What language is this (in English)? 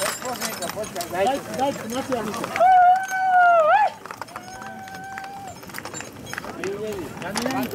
Slovak